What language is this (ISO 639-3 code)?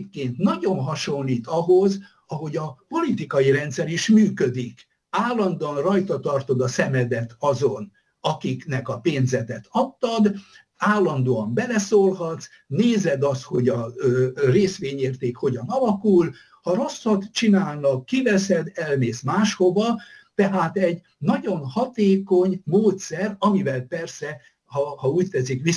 hun